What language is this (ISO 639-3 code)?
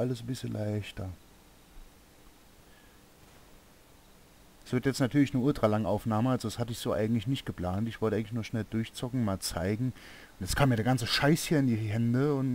deu